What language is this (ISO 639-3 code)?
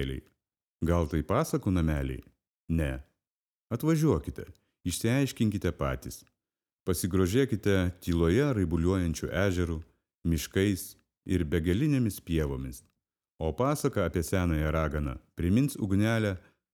lit